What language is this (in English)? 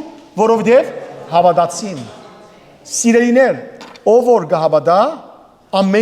Western Armenian